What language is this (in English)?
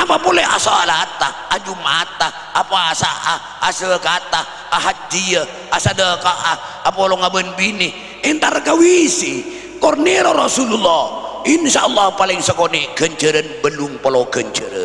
Madurese